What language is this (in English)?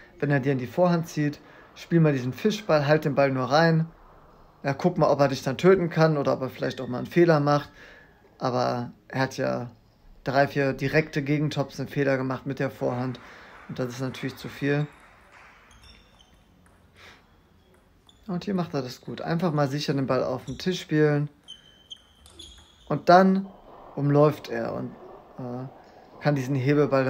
German